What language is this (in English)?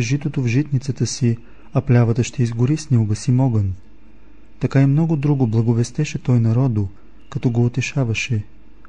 Bulgarian